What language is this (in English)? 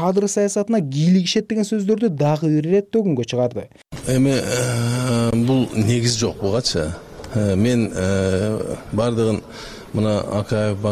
Kyrgyz